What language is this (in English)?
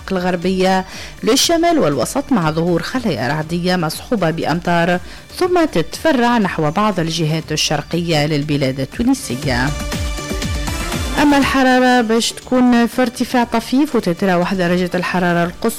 Tunisian Arabic